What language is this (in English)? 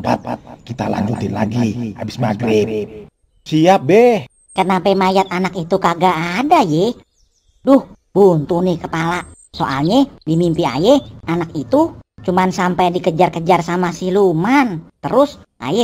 Betawi